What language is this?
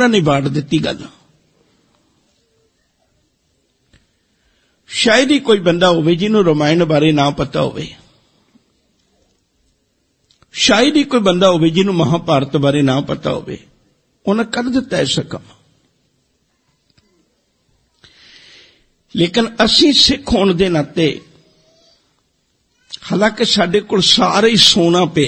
Punjabi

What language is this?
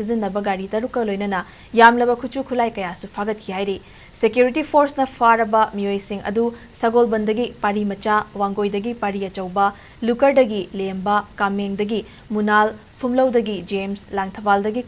Manipuri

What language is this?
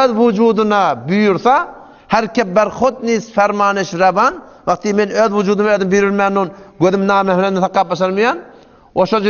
Turkmen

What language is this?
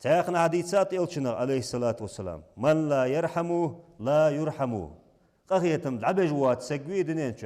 Ingush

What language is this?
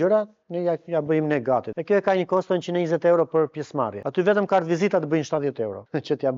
Albanian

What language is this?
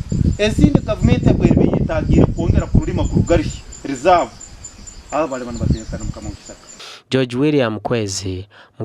Nyankole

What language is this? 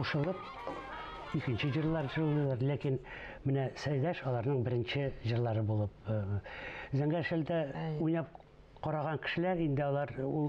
Tatar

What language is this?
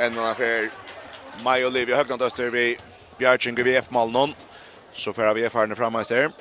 Faroese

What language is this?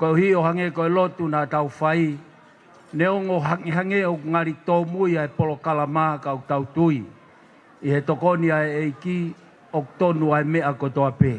Tongan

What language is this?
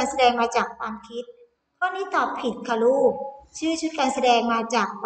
Thai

